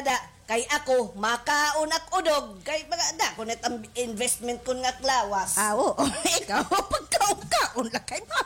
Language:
Waray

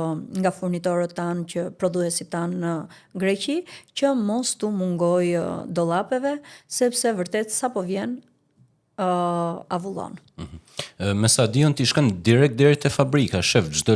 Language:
Albanian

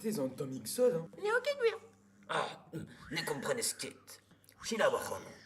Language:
Breton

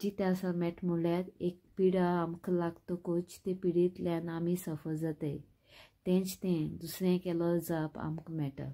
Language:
Konkani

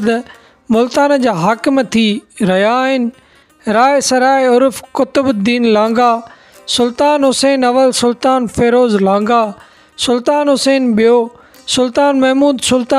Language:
Sindhi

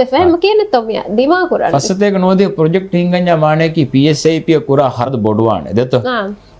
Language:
Divehi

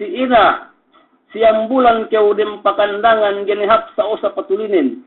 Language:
Yakan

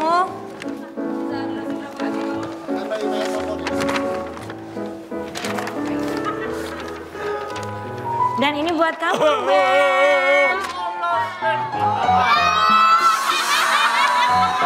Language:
Indonesian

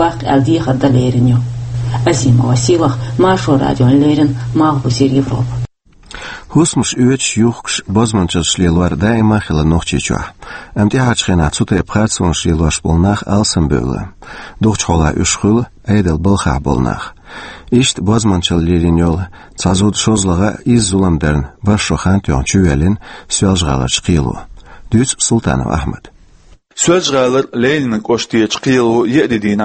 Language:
Chechen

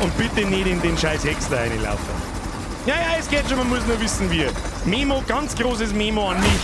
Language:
Bavarian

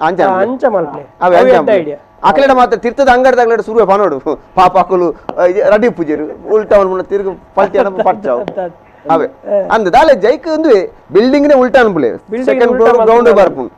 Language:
Tulu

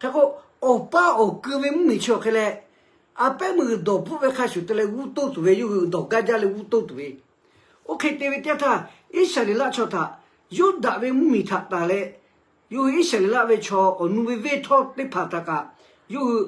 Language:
Lahu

